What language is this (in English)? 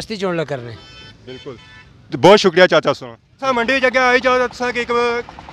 Pahari-Potwari